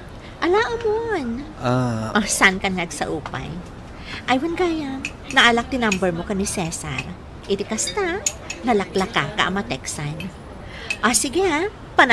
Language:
Iloko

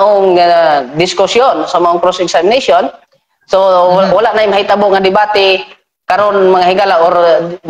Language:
Cebuano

